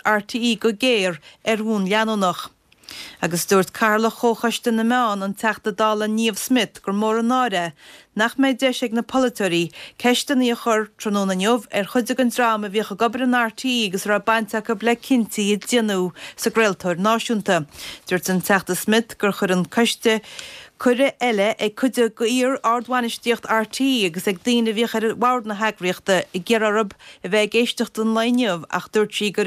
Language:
Irish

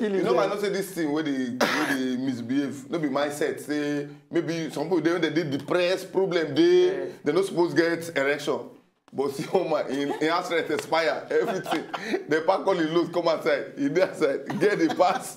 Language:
Nigerian Pidgin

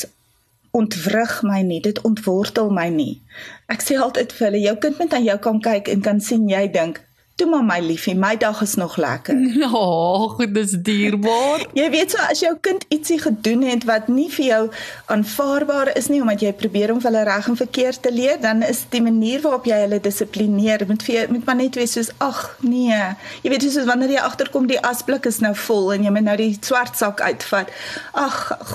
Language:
Afrikaans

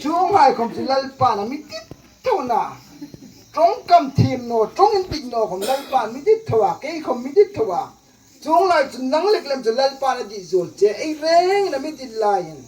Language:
Hmar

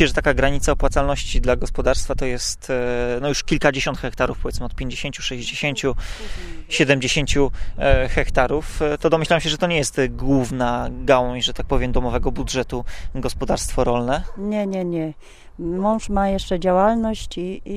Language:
Polish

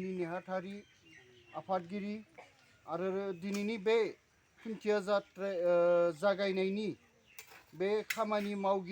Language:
Bodo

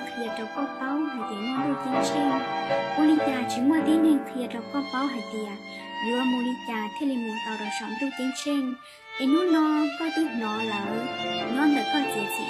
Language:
Hmong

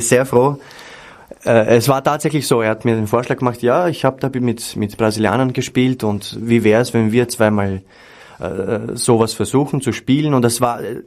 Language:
Bavarian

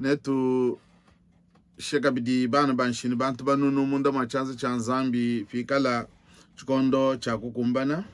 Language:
Luba-Lulua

